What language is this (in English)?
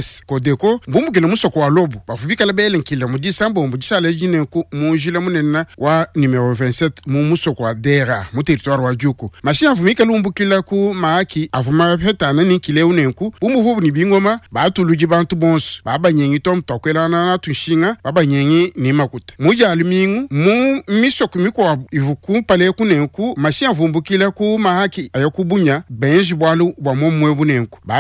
Luba-Lulua